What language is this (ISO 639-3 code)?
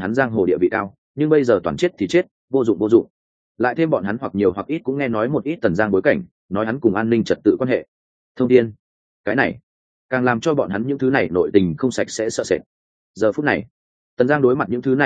vie